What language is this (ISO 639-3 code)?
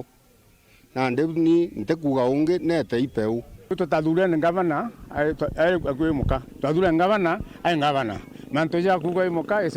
mer